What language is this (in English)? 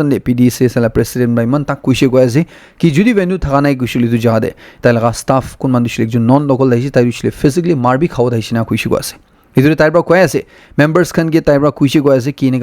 Naga Pidgin